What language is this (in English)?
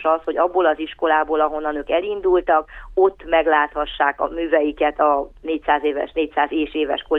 Hungarian